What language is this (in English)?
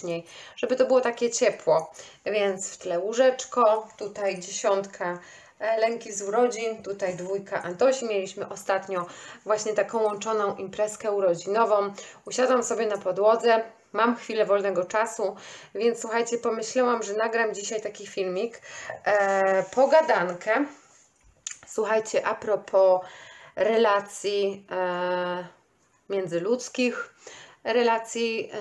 Polish